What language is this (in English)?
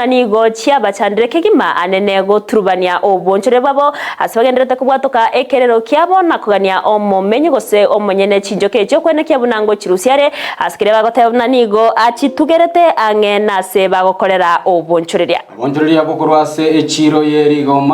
Gusii